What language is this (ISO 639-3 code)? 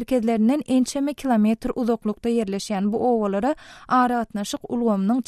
tuk